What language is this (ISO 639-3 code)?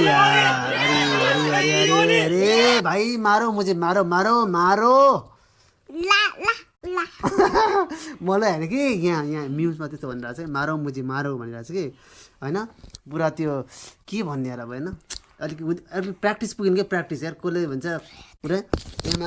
nep